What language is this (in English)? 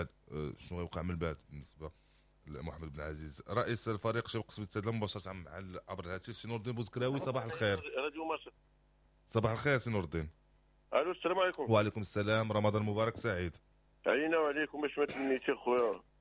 Moroccan Arabic